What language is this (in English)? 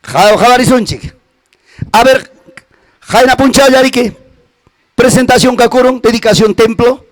Ayacucho Quechua